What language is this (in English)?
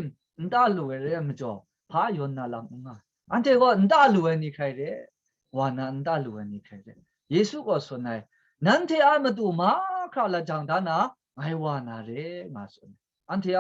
Kachin